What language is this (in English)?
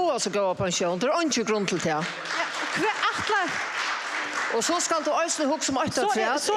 Faroese